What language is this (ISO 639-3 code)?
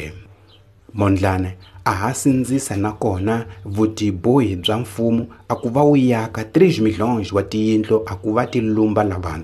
tso